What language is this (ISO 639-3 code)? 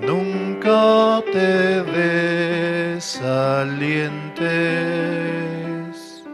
quh